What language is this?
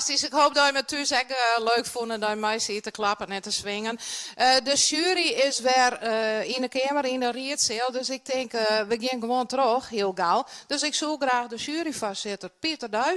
Western Frisian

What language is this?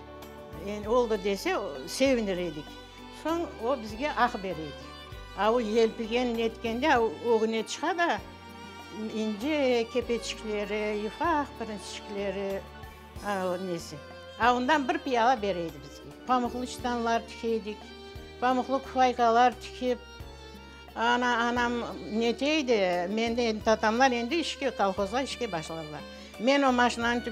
Crimean Tatar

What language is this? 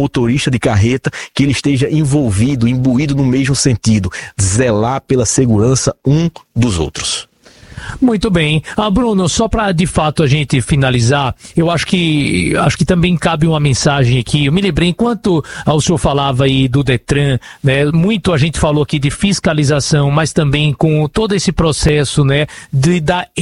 Portuguese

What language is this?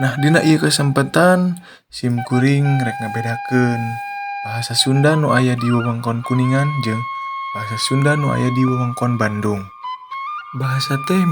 Sundanese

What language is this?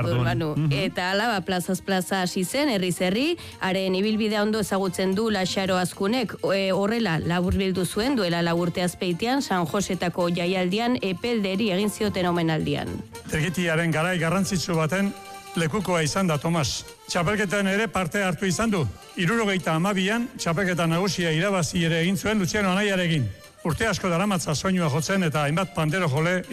Basque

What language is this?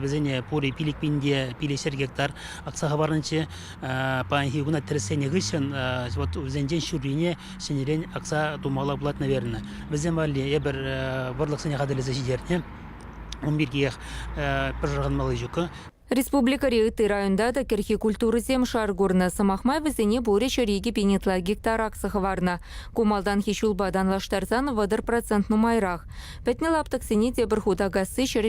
Chuvash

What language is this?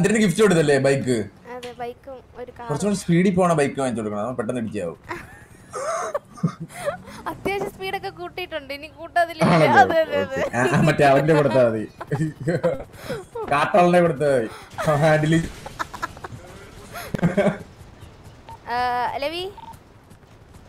Malayalam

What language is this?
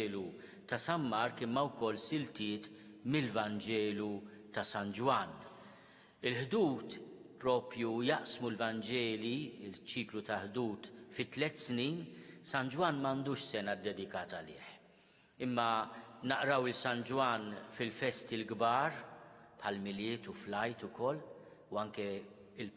Maltese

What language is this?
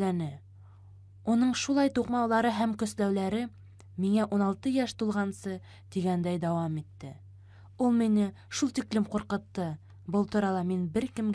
Bashkir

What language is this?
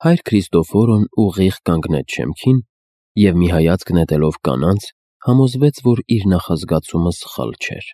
Armenian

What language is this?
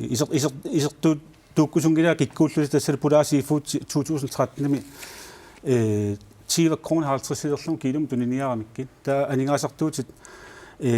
Kalaallisut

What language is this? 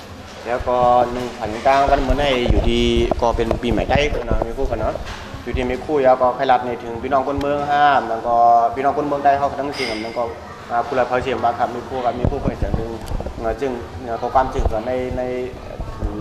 Shan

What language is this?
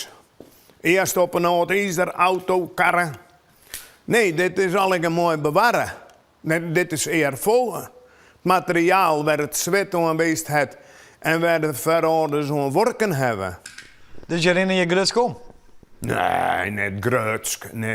Western Frisian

